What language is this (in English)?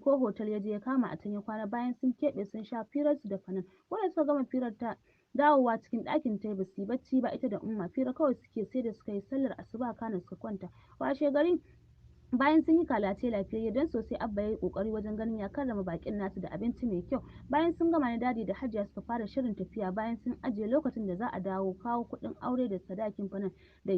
Hausa